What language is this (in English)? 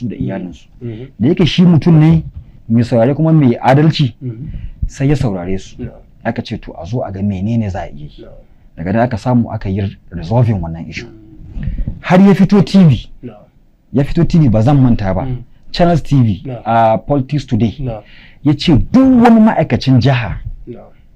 Hausa